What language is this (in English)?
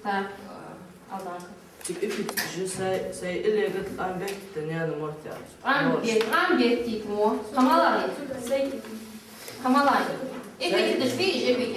Ingush